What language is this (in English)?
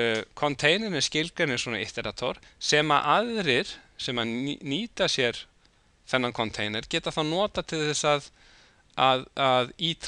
Icelandic